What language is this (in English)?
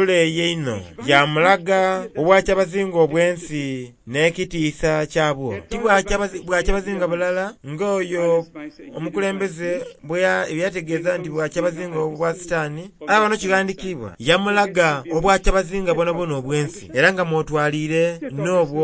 Soga